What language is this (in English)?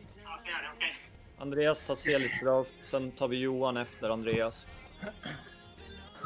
Swedish